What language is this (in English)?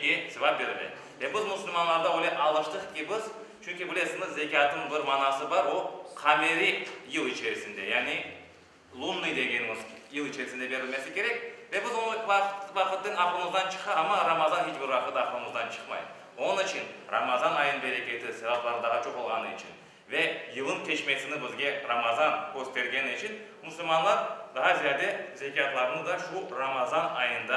Crimean Tatar